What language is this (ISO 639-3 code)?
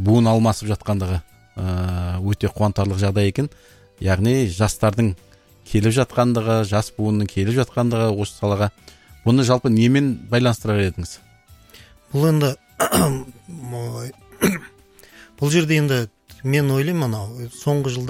kaz